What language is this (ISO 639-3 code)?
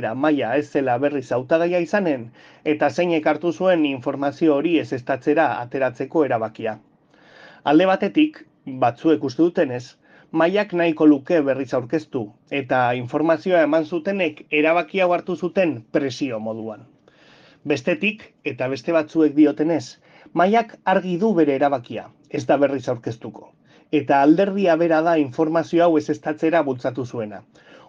eus